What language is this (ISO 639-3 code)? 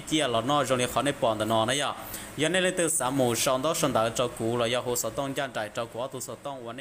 hmn